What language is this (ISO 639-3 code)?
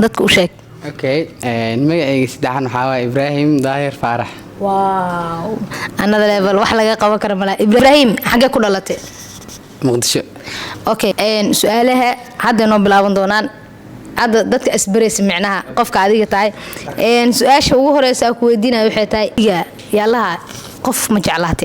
som